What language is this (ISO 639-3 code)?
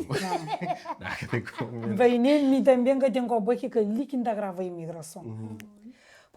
kea